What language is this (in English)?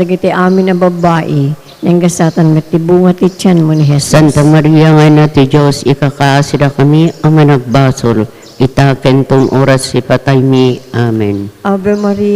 Iloko